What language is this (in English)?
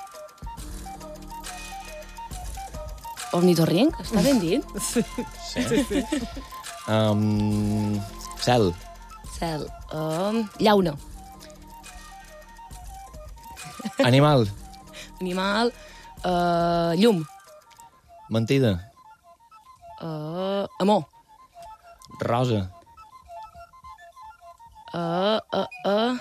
Catalan